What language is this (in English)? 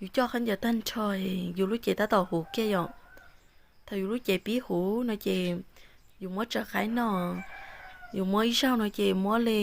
Hmong